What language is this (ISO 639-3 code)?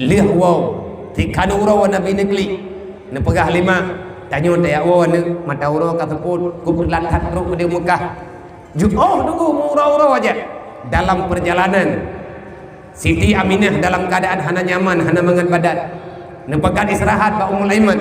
ace